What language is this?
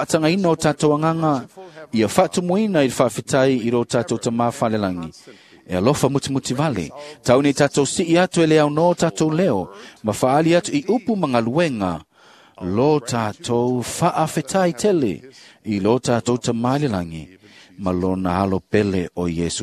Samoan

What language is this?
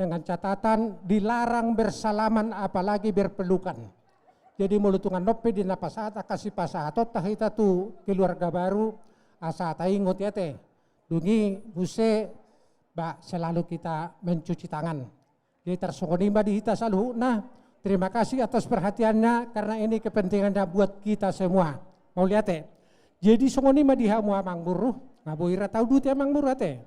Batak Toba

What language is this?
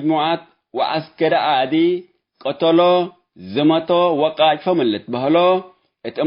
Tigre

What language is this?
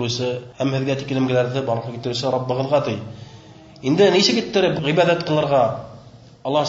Bashkir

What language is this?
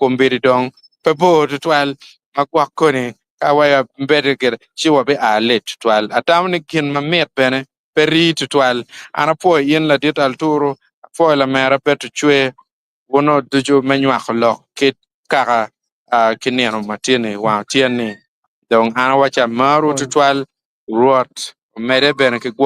Acoli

